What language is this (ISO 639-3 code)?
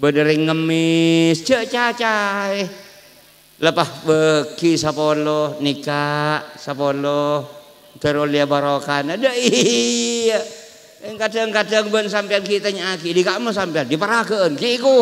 mad